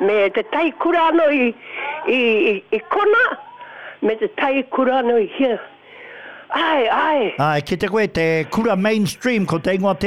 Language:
Māori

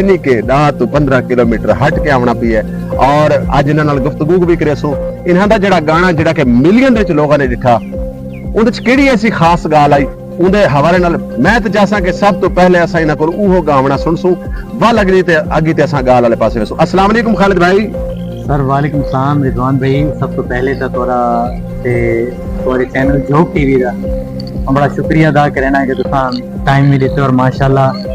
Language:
Saraiki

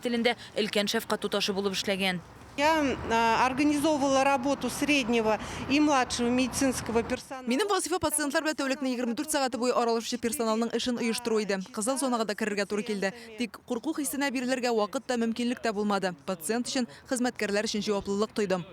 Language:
Tatar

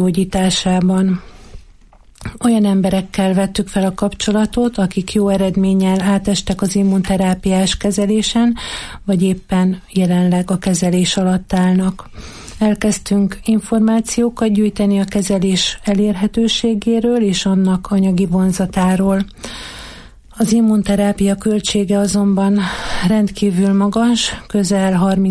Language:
Hungarian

